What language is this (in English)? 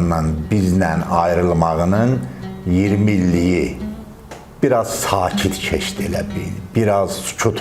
Azerbaijani